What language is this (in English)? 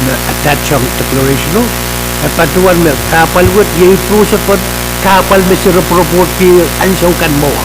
Pohnpeian